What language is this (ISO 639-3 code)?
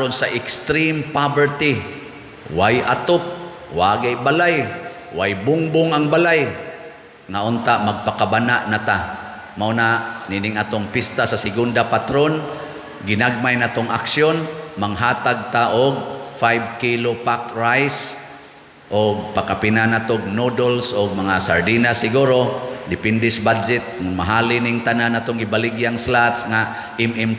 ceb